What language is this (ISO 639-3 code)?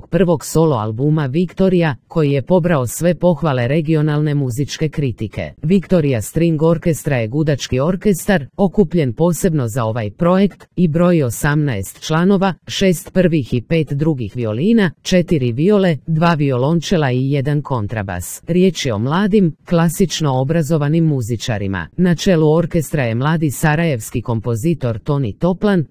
srp